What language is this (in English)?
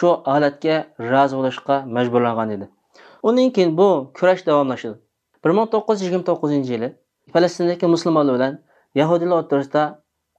Uyghur